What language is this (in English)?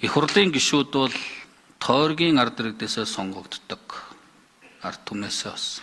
Mongolian